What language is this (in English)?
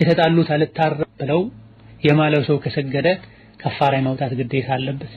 Amharic